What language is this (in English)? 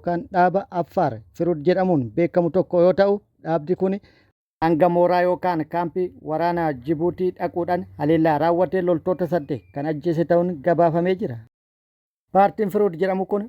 Oromo